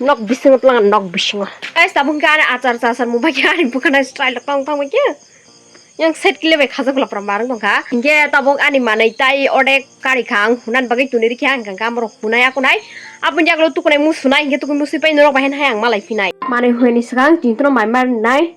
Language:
Kok Borok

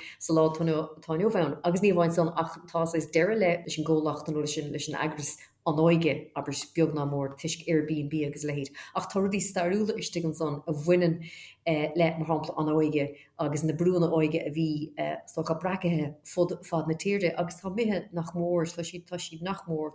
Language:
Irish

